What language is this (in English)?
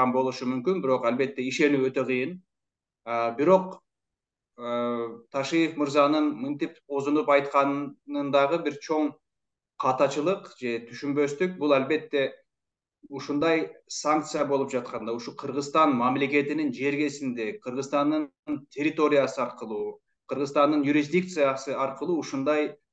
Kyrgyz